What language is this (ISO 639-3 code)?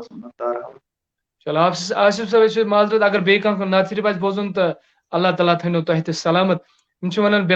kas